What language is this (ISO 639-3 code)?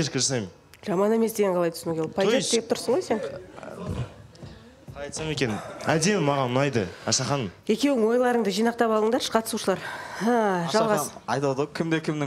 kaz